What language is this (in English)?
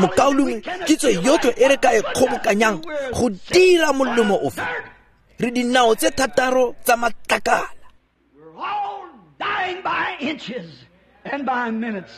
Tswana